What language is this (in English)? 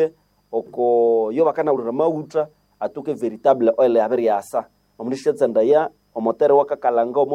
Nande